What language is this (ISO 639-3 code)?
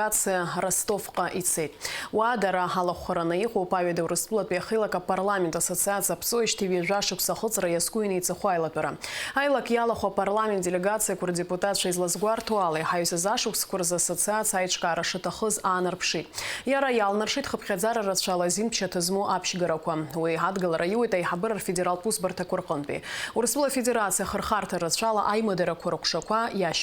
abk